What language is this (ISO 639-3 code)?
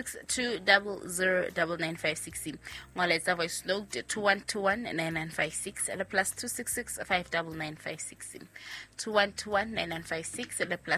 sot